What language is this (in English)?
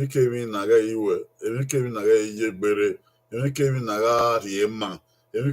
Bini